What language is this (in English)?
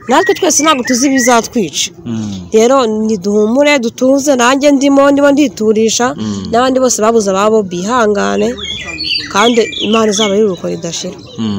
Kinyarwanda